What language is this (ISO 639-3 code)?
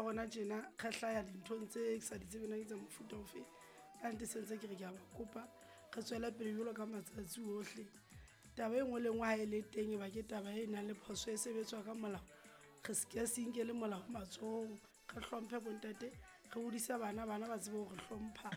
sot